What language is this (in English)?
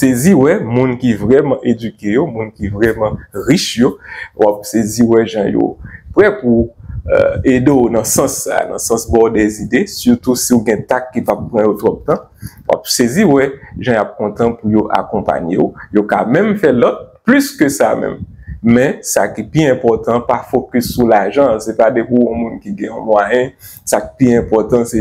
Haitian Creole